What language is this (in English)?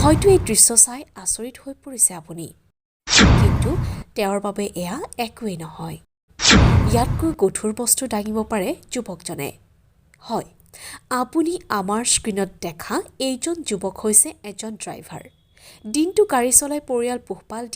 Assamese